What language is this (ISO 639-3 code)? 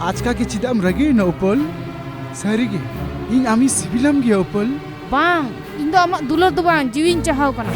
sat